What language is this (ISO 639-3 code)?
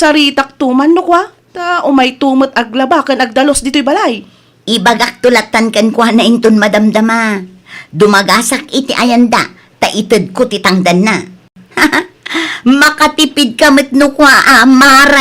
ilo